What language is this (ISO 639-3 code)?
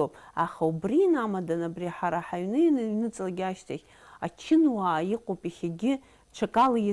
abk